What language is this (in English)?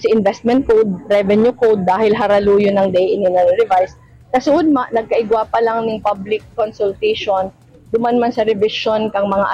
Bikol